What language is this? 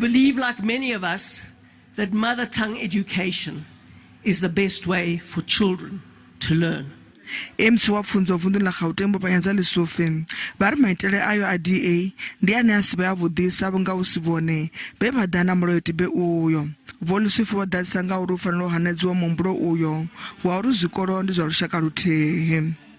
Venda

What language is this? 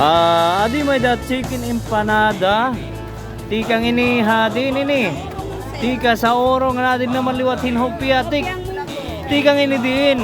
Waray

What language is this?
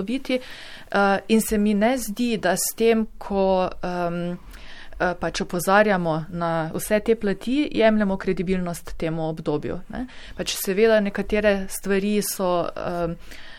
Slovenian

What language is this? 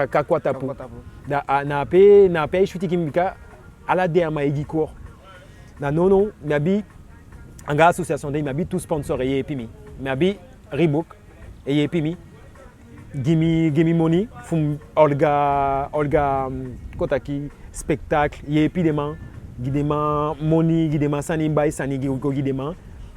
Eastern Maroon Creole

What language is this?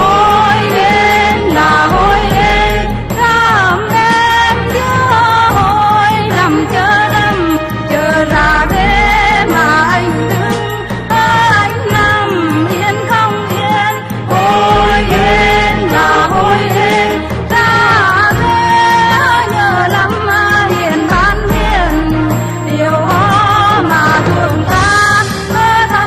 Vietnamese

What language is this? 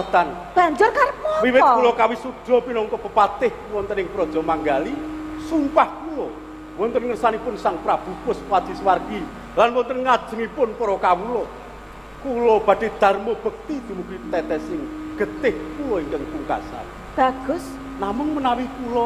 Javanese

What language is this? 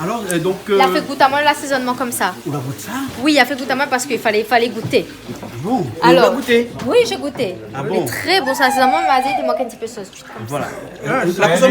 Réunion Creole French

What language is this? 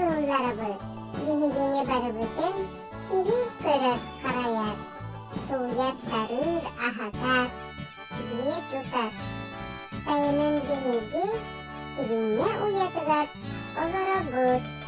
Yakut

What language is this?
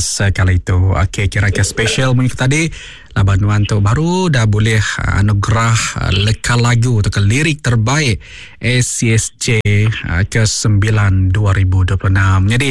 Iban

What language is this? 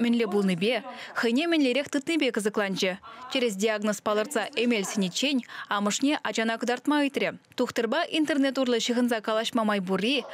Chuvash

